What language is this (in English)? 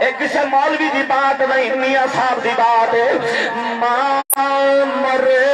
Saraiki